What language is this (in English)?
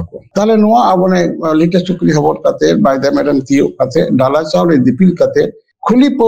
Santali